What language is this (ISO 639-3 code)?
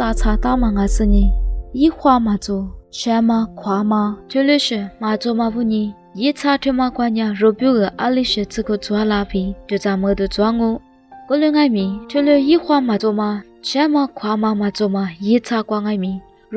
lis